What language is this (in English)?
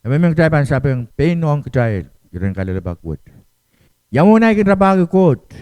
Pohnpeian